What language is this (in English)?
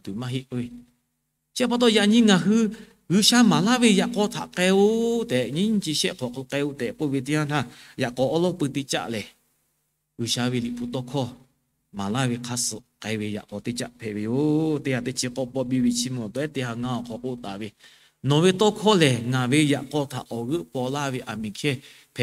Lahu